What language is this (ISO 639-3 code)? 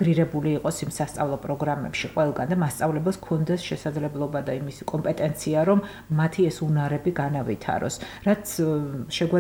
kat